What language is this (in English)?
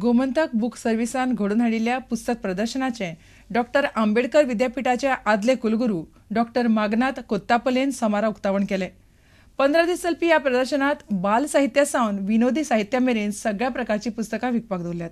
Konkani